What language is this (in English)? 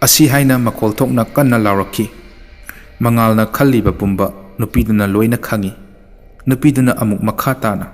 Manipuri